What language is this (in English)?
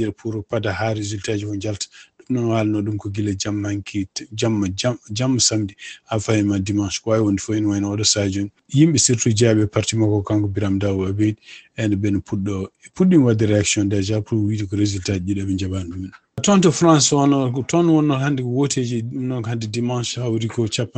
Fula